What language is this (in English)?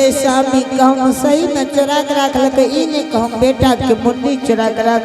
Angika